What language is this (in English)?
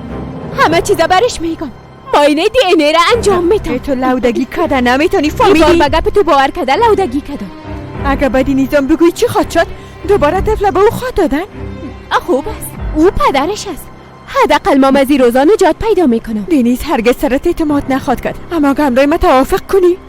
Persian